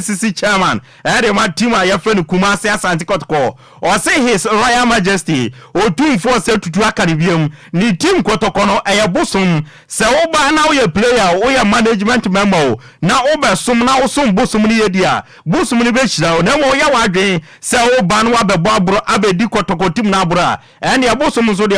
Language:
Akan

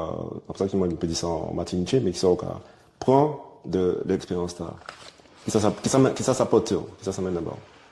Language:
Guadeloupean Creole French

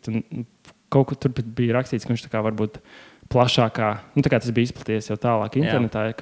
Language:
Latvian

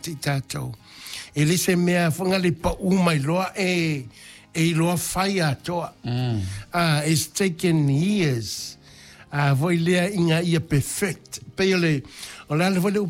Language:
Samoan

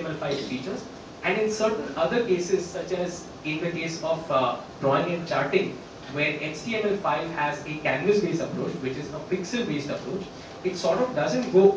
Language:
English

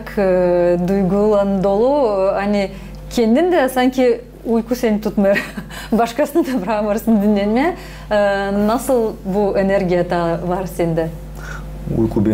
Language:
Gagauz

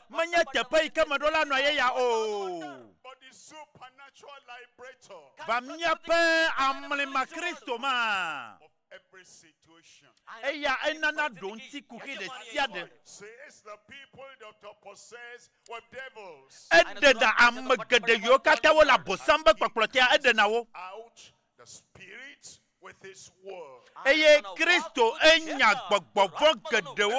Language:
Ewe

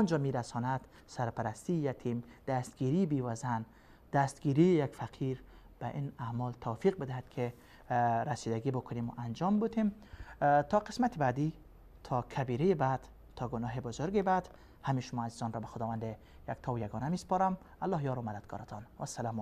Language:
Persian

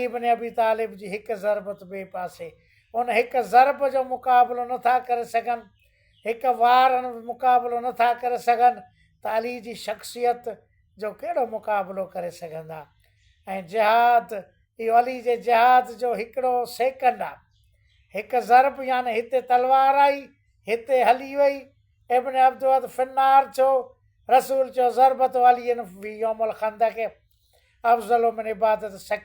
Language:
Sindhi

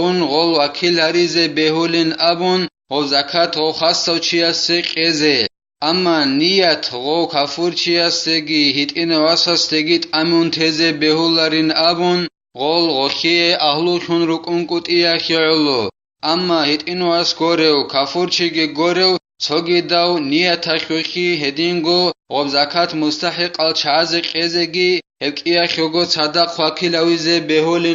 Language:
Avaric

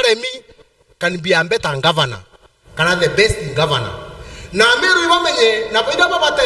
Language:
Meru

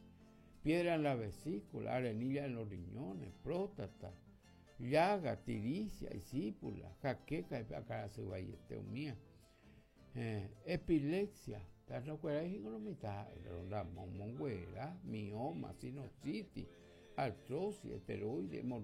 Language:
Guarani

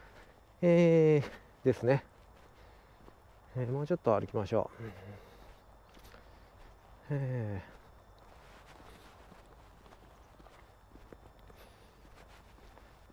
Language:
Japanese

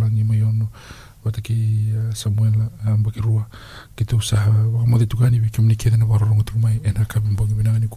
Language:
Fijian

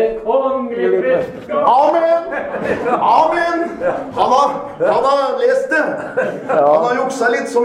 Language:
Norwegian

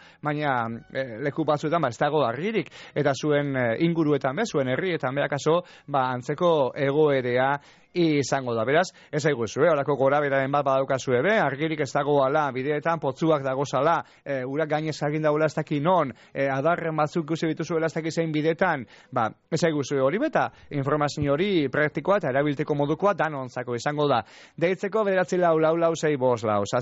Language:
Basque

